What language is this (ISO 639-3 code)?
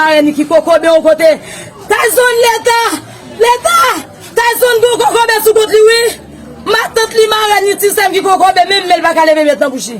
hat